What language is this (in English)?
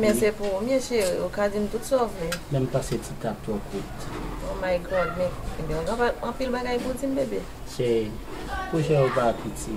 Haitian Creole